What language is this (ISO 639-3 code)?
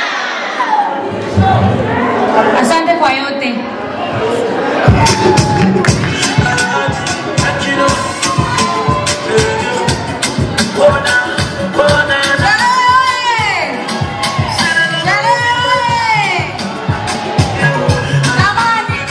swa